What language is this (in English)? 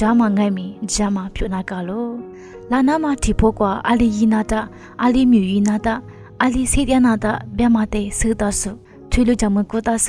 Lisu